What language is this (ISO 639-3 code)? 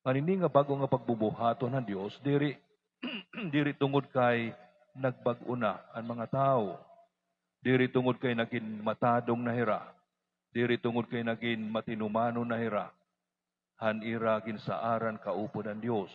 war